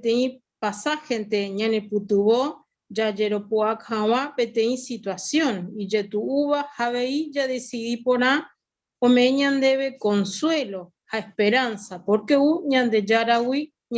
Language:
Guarani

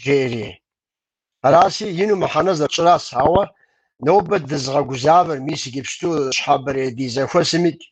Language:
Kabardian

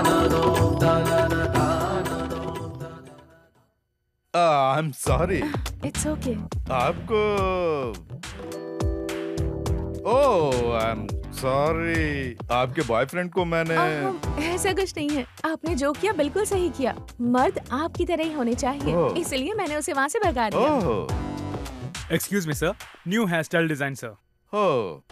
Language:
Hindi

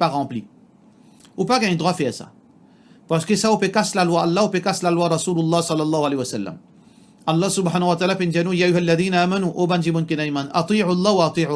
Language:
Morisyen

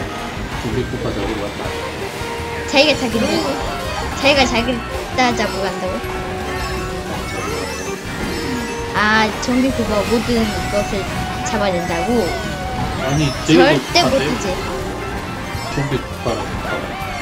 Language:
Korean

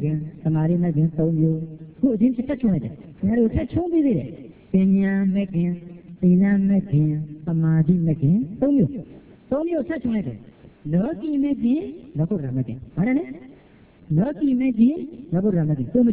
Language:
Burmese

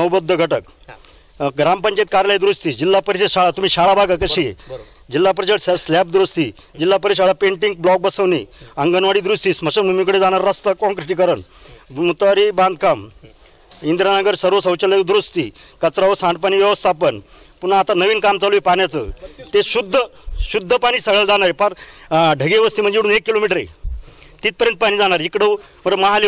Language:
Marathi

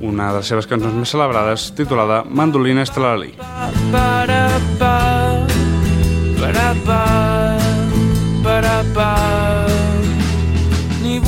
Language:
Catalan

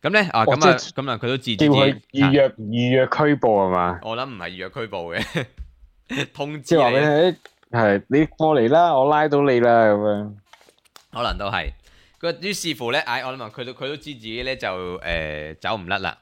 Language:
Cantonese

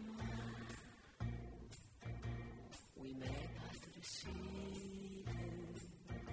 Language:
French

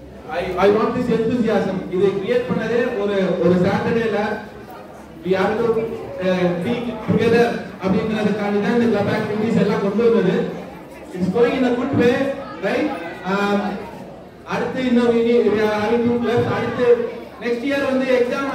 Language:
Tamil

